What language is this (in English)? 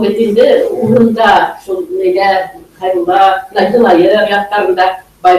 Bashkir